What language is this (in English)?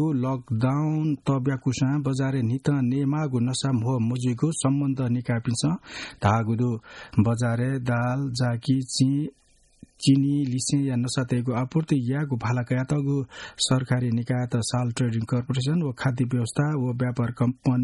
Newari